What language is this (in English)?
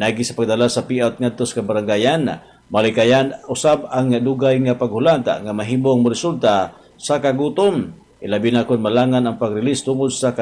Cebuano